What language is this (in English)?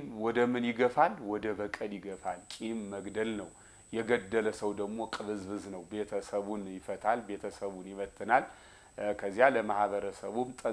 Amharic